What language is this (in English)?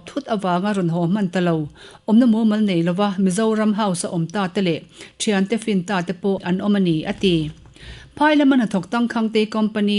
Mizo